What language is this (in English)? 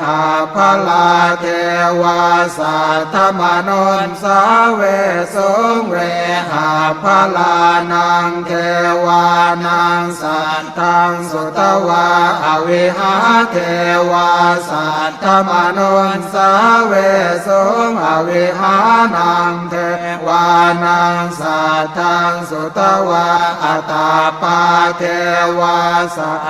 Pali